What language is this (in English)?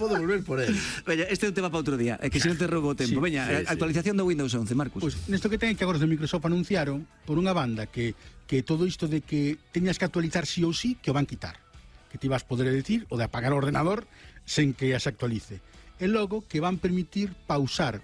Galician